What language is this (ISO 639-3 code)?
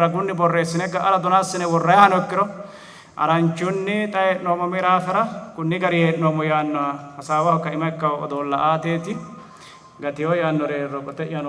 sid